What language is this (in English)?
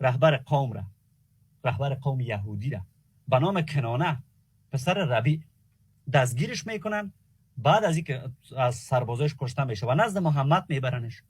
Persian